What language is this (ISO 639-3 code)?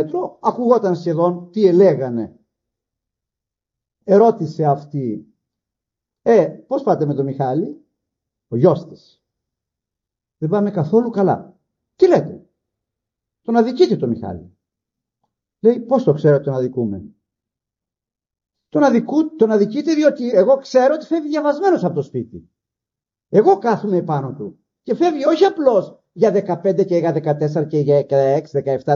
ell